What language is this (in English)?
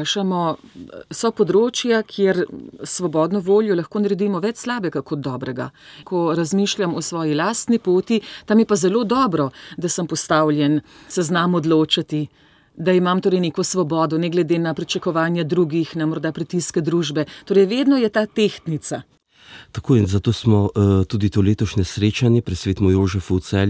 Slovenian